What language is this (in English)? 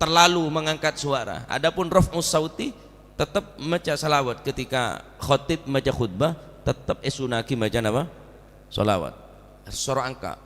Madurese